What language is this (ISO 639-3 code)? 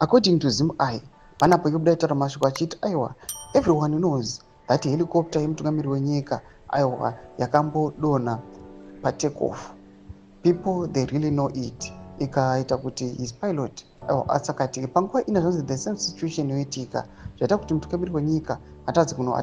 sna